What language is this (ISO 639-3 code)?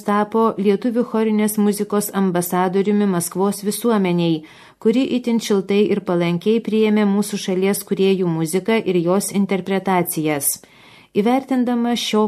lit